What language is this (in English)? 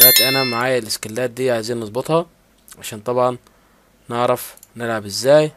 Egyptian Arabic